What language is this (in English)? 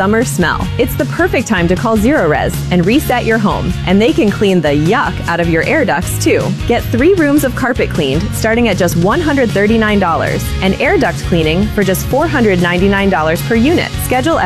English